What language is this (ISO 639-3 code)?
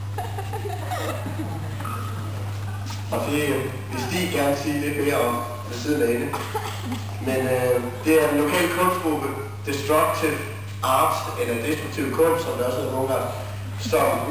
dan